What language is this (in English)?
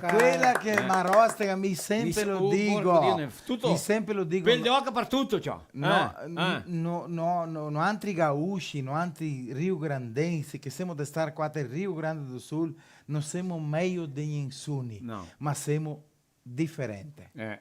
Venetian